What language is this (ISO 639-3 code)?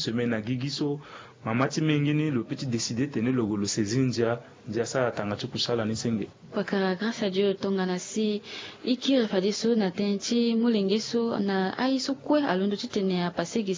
sag